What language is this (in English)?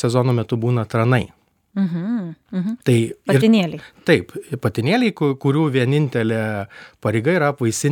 Lithuanian